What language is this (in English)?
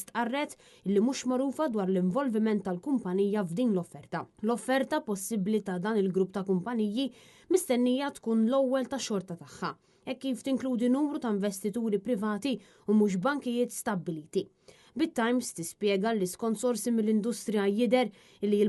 Maltese